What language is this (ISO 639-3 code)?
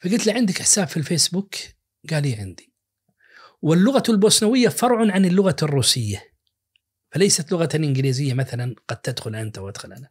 ars